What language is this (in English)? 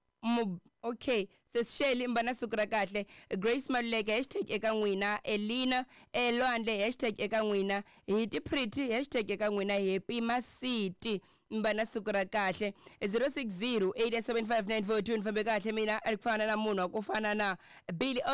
Tsonga